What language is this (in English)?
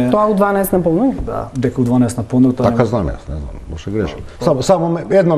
Macedonian